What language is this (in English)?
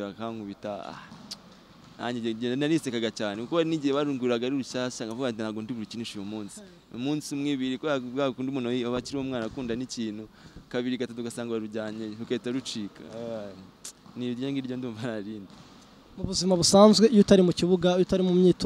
Kinyarwanda